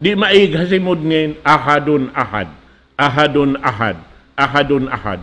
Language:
Tausug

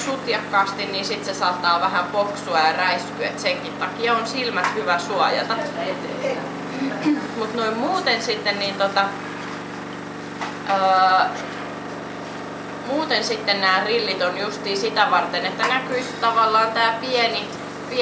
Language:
Finnish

